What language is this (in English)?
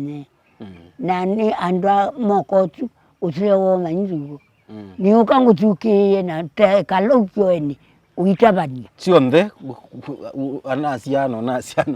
Kamba